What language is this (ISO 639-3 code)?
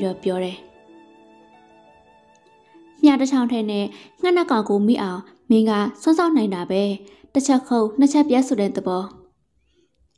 mya